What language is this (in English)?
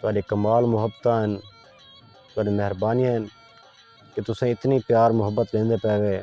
Saraiki